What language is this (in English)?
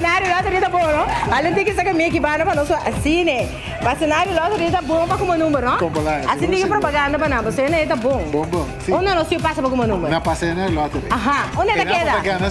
Papiamento